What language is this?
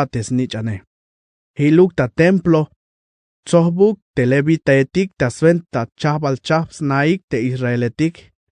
Tzeltal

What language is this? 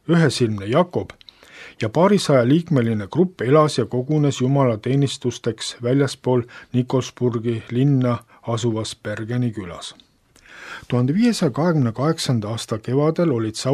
Estonian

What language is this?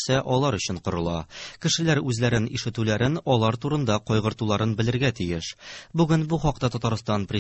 Tatar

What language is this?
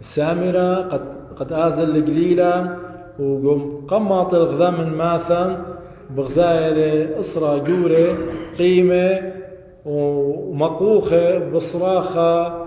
Assyrian Neo-Aramaic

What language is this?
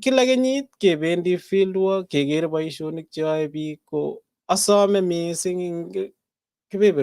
Kalenjin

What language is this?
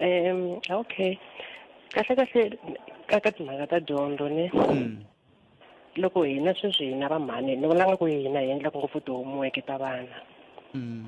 Tsonga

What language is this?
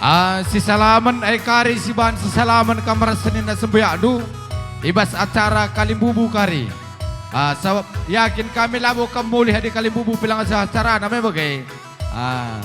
Batak Karo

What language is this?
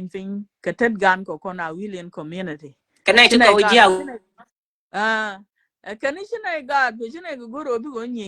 Nuer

